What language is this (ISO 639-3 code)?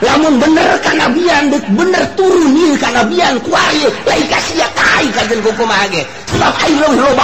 sun